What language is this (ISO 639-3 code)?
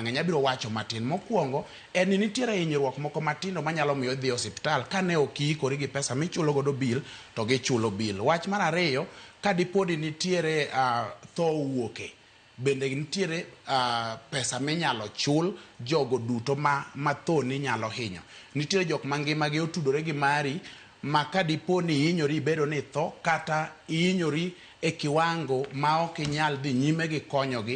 luo